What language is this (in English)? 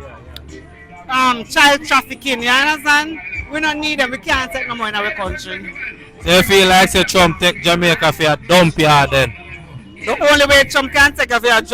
Jamaican Creole English